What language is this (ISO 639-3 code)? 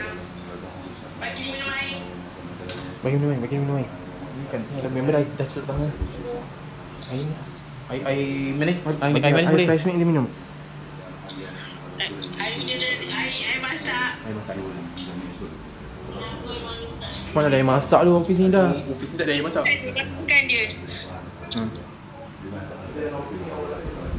msa